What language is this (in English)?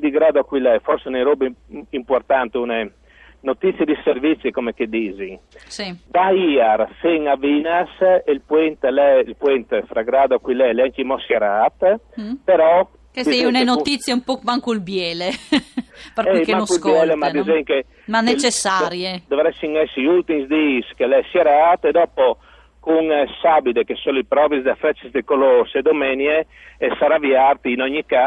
Friulian